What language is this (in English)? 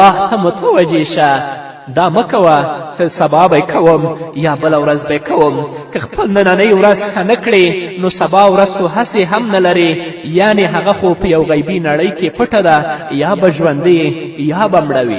Pashto